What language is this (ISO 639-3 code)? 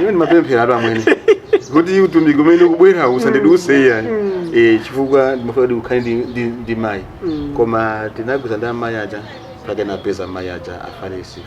nya